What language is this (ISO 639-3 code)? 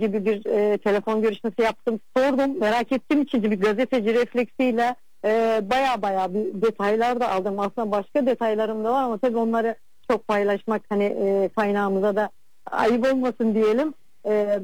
tur